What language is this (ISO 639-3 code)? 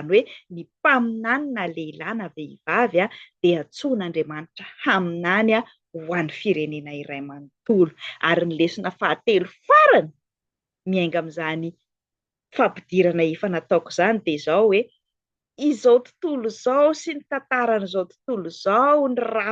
mlg